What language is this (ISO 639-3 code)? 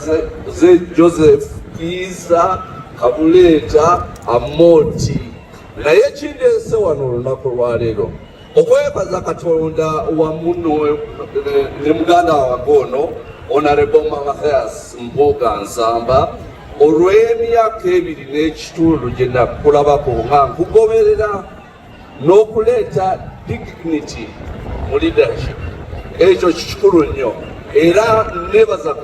lug